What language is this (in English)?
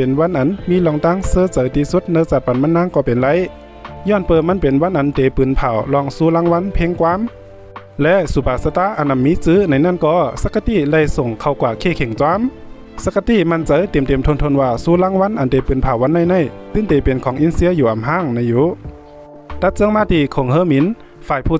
Shan